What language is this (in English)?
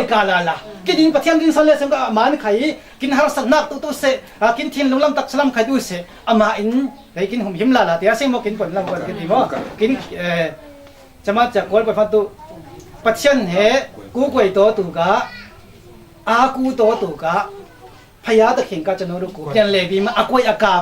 Falam Chin